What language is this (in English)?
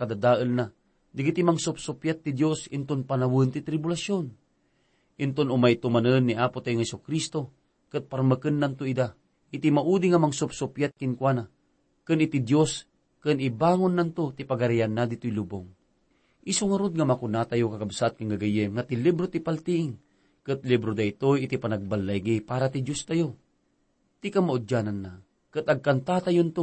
Iloko